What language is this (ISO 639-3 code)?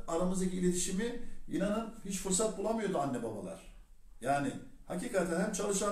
tur